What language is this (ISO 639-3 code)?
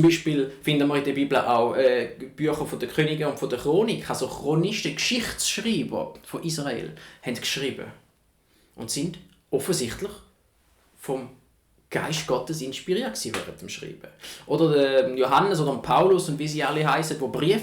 gsw